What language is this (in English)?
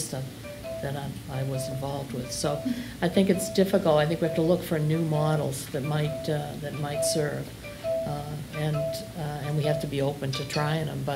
English